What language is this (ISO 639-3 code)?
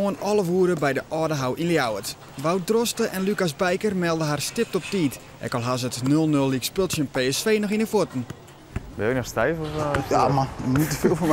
fry